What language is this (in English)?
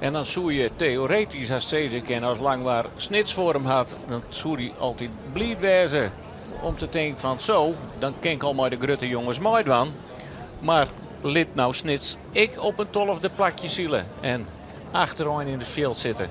Western Frisian